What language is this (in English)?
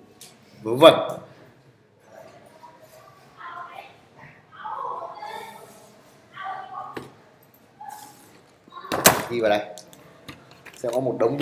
Vietnamese